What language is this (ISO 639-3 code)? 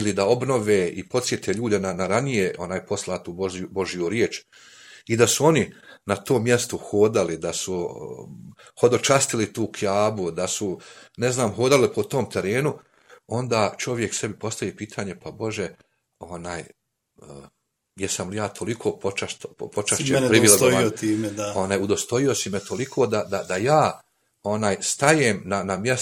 bos